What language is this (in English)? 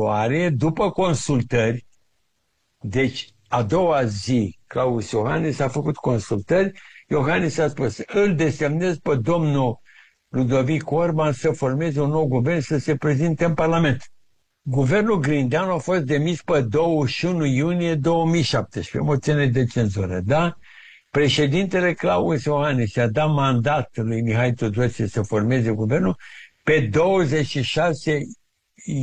Romanian